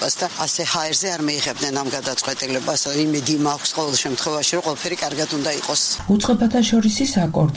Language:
Georgian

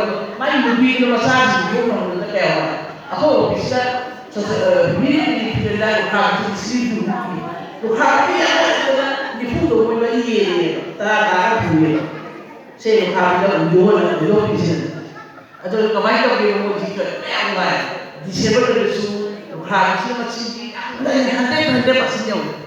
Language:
Manipuri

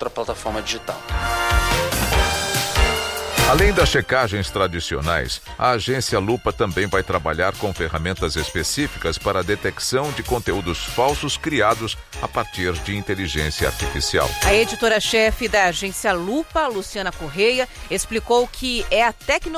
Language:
Portuguese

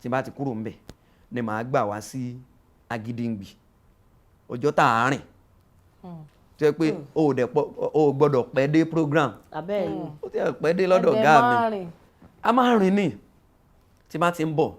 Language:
Yoruba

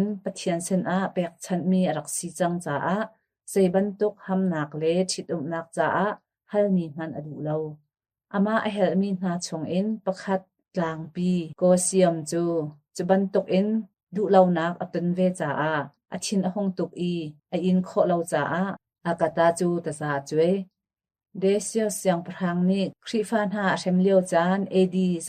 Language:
Hakha Chin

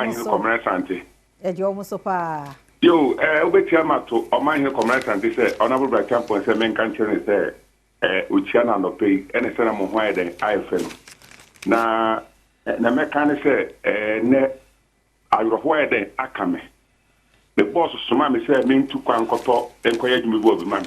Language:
Akan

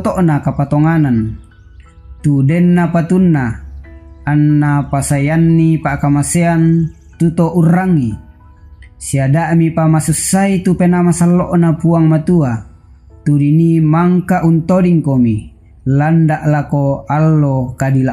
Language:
Toraja-Sa'dan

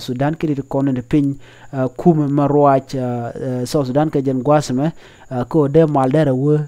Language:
Nuer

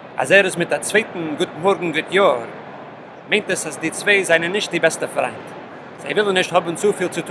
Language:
Yiddish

